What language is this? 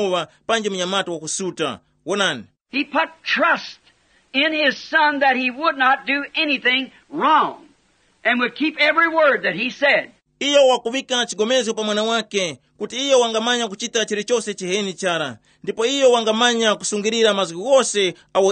Tumbuka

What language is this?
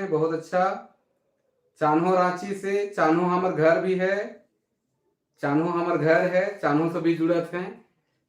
Sadri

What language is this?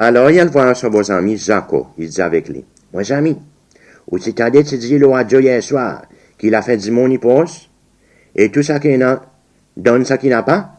Seselwa Creole French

